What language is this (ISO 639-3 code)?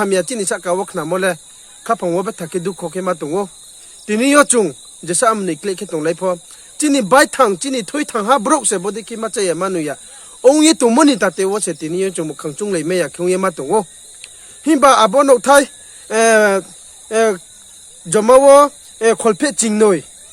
ria